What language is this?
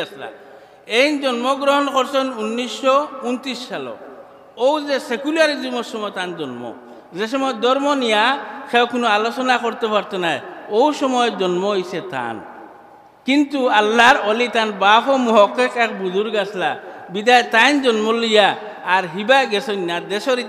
Sylheti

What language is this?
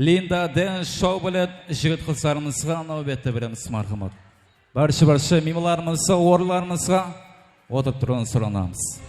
Kara-Kalpak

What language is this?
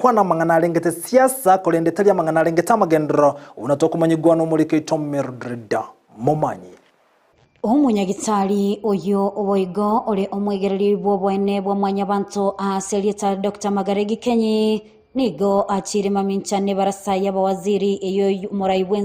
Gusii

